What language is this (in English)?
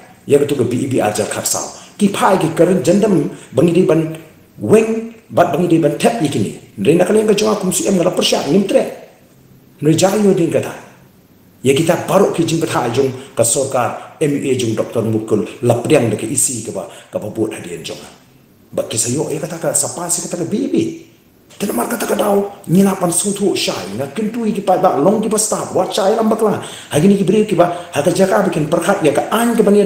Khasi